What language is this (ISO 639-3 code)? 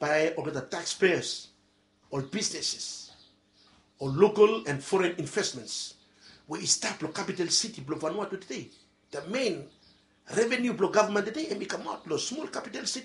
bis